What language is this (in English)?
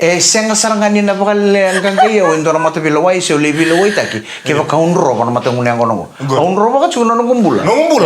Fijian